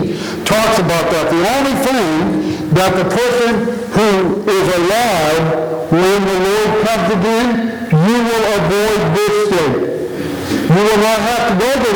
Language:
English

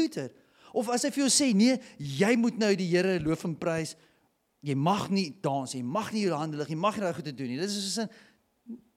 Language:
Afrikaans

